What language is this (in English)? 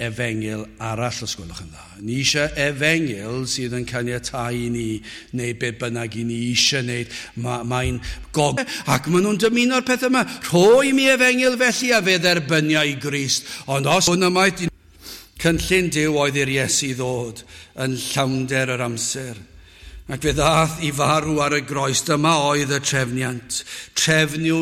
Welsh